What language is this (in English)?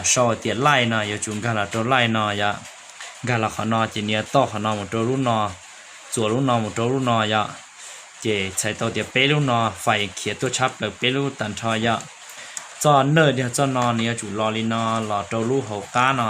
Hmong